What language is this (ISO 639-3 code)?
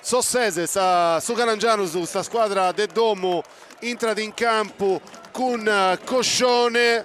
srd